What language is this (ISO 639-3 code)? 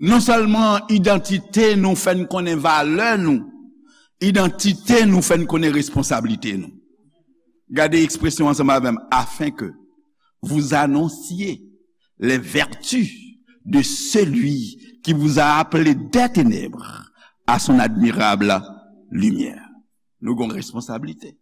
hat